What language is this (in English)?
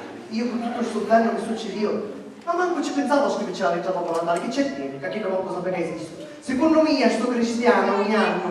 Sicilian